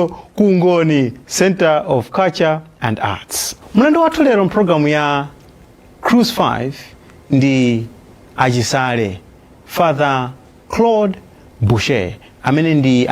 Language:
Nyanja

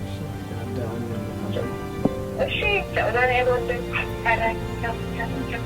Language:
Tigrinya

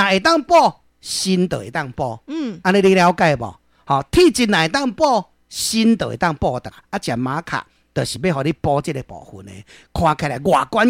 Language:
Min Nan Chinese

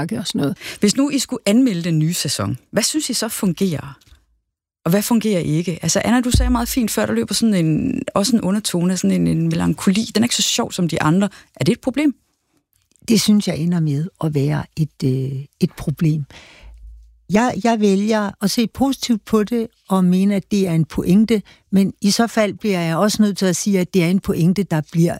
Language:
Danish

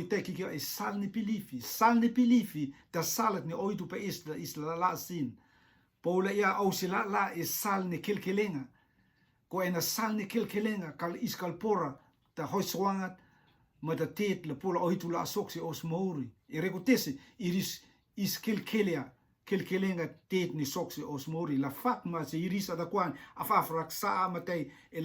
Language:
Rotuman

